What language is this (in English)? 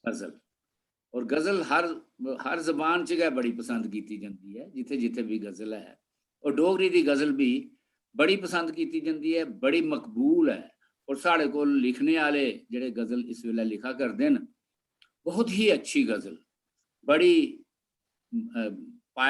Dogri